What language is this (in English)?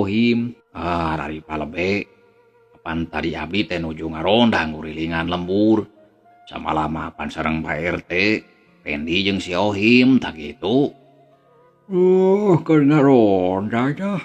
Sundanese